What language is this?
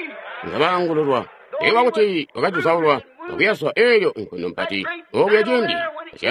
Tonga (Zambia)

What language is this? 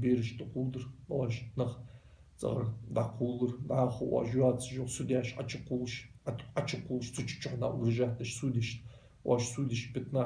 Ingush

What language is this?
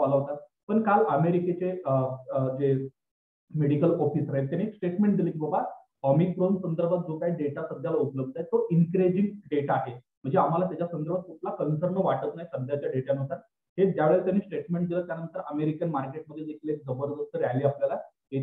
Marathi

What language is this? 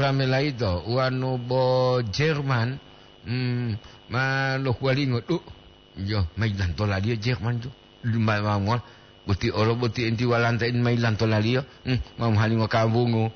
Gorontalo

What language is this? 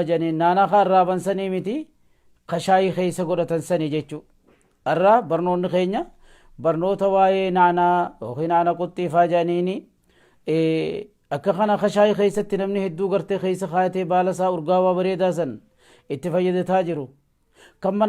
Oromo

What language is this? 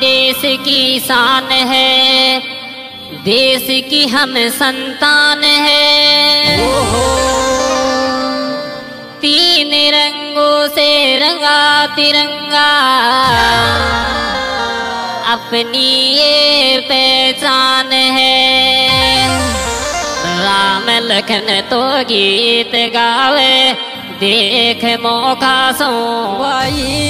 Hindi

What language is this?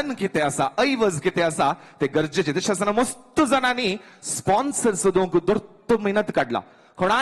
Konkani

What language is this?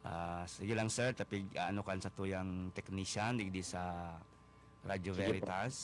Bikol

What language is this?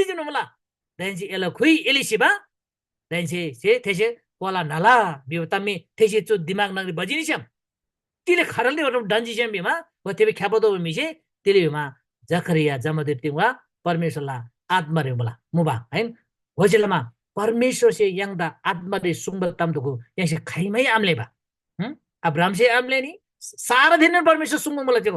Eastern Tamang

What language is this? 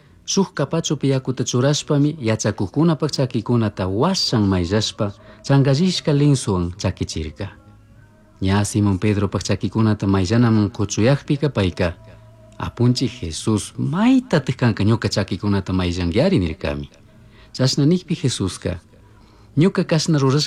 Chimborazo Highland Quichua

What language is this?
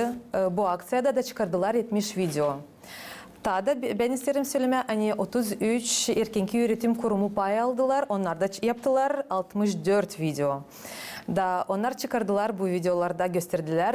Gagauz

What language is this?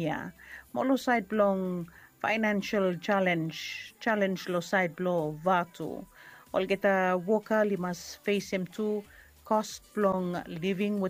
Bislama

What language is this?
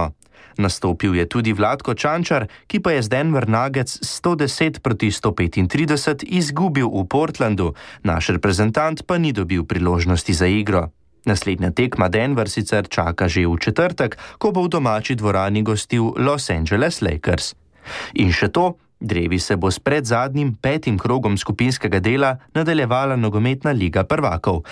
Slovenian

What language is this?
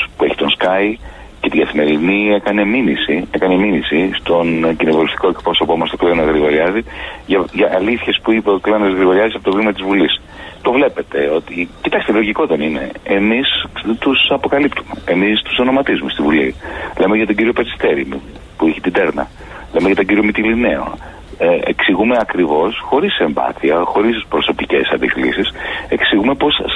Greek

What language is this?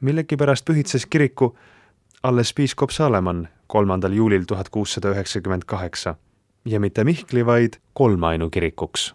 Estonian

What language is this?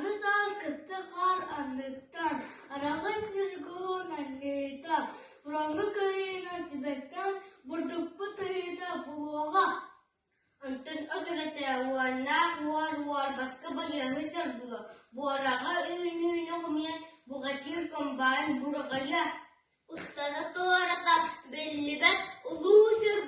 Yakut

